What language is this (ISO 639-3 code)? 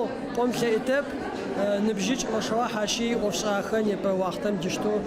ady